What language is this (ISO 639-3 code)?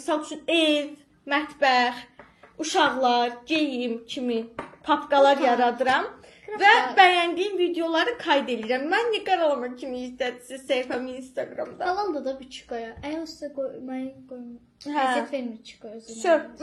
aze